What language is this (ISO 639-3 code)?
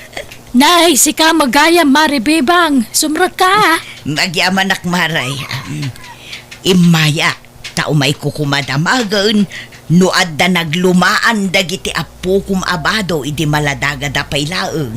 ilo